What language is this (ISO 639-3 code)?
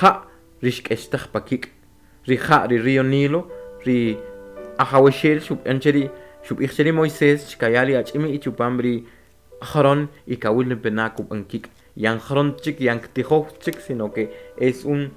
quc